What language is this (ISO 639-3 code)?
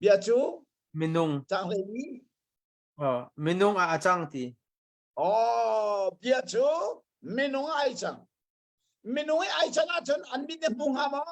cnh